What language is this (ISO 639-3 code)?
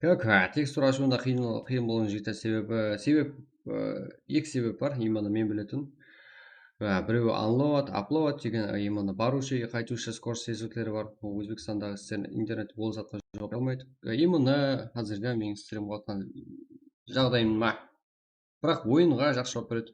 kaa